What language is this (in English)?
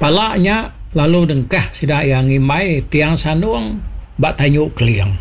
Iban